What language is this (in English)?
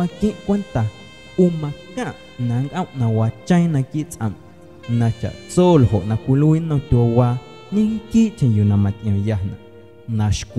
Guerrero Amuzgo